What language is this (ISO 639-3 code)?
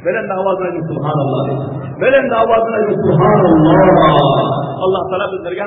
tuk